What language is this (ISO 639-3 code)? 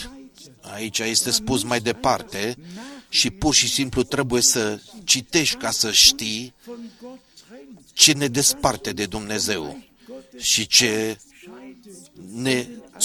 ron